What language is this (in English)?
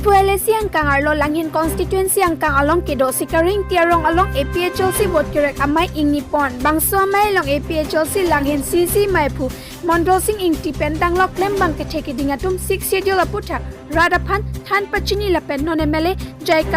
Karbi